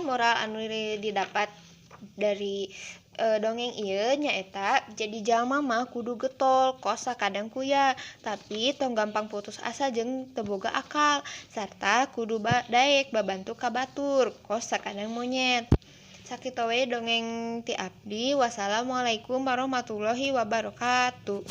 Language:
Sundanese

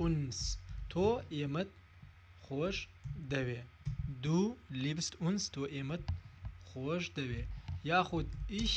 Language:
Central Kurdish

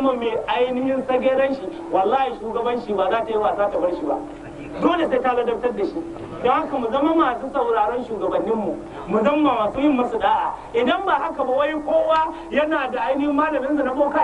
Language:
Hausa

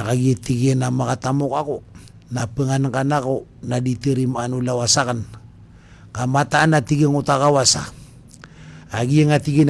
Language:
Maranao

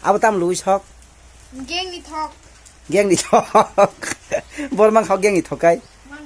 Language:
Kok Borok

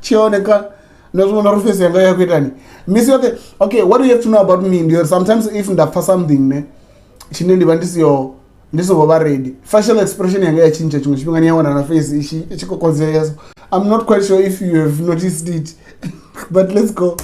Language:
Venda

